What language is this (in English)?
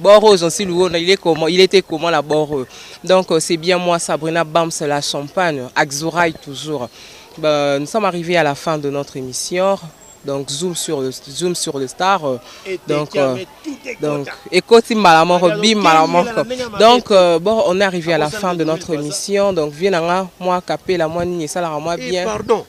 Lingala